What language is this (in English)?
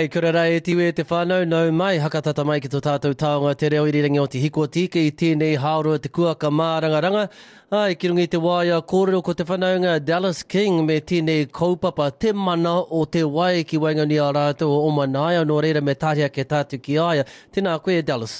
Māori